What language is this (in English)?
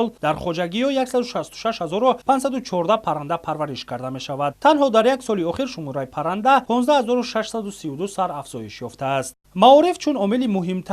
Tajik